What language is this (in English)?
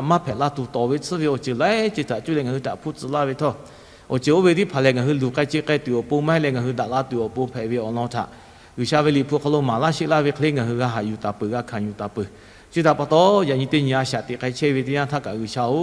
Lahu